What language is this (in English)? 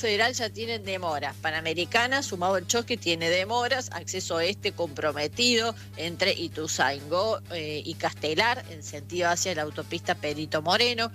Spanish